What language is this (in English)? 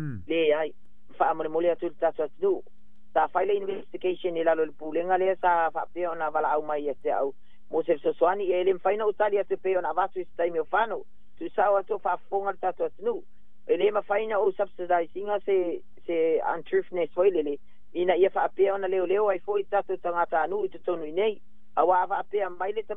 Samoan